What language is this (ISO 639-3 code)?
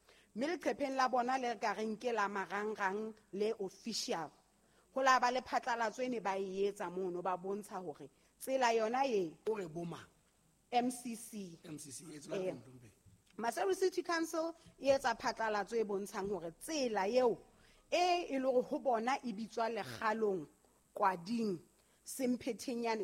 sot